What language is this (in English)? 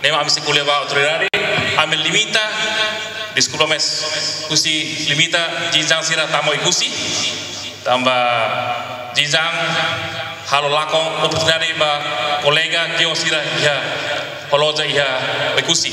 Tetum